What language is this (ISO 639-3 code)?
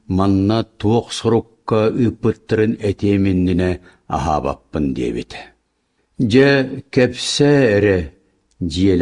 sah